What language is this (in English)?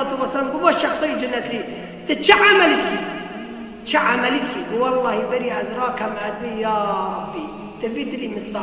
Kurdish